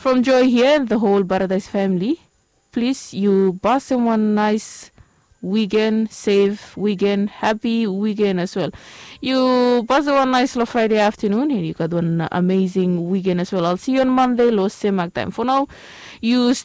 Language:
Bislama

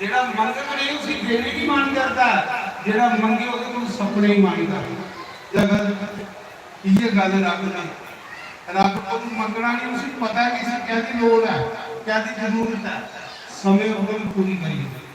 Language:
Dogri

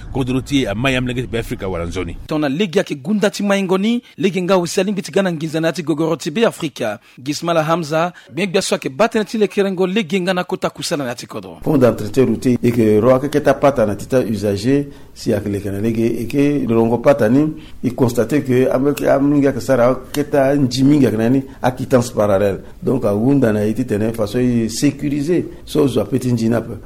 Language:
Sango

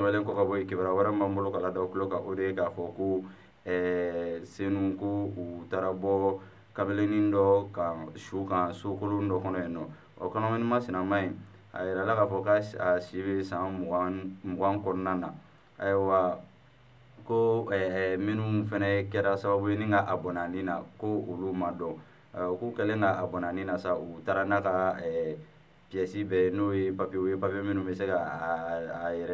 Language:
Bambara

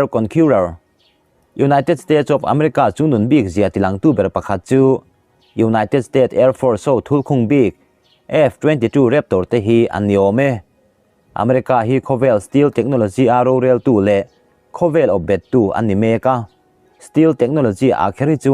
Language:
Mizo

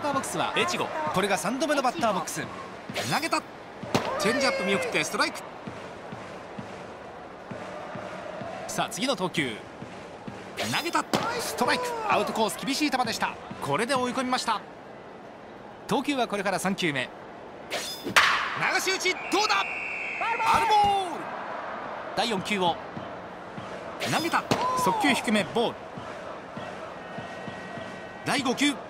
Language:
Japanese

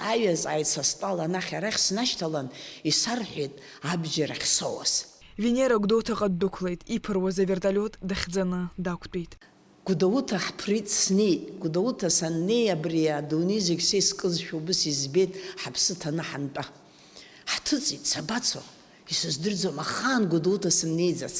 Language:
Abkhazian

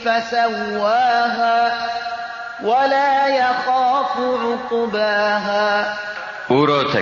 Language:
Persian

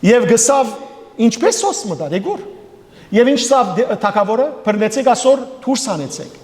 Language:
Western Armenian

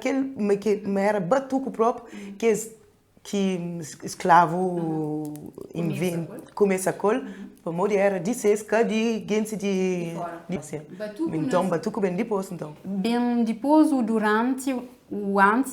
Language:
Kabuverdianu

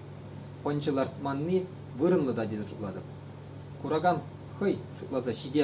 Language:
Chuvash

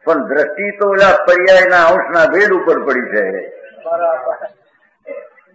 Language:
Gujarati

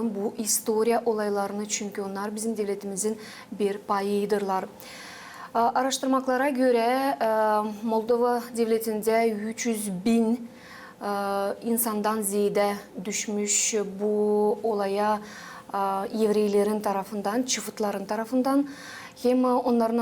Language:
Gagauz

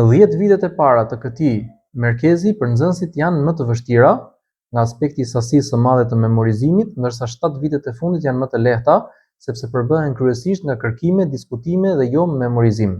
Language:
Albanian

